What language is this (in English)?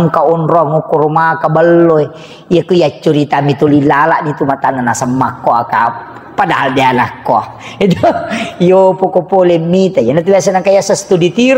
Buginese